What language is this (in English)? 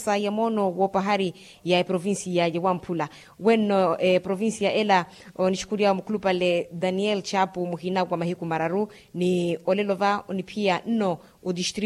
Makhuwa